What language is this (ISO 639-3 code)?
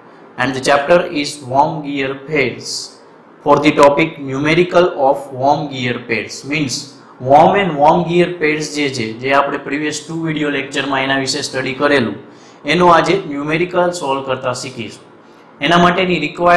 guj